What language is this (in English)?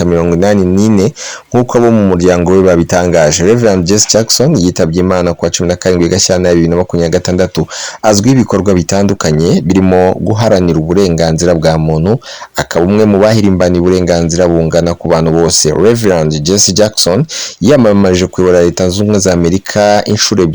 Kinyarwanda